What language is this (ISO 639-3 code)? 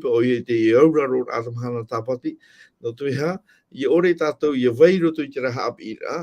tah